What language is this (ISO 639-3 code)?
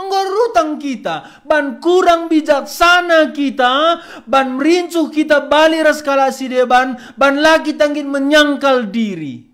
btx